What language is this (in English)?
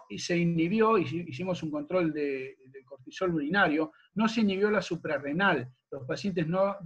Spanish